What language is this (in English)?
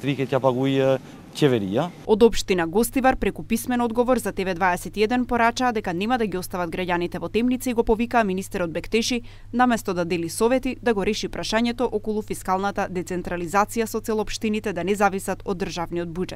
Macedonian